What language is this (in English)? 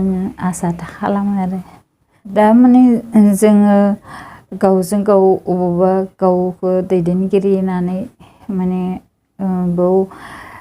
Bodo